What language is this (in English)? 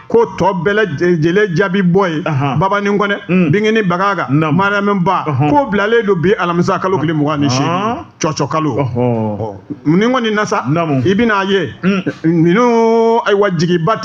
Bambara